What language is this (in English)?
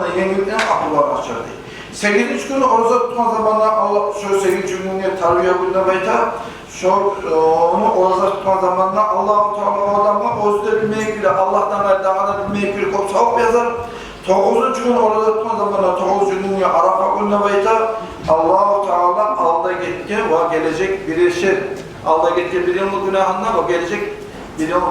Kumyk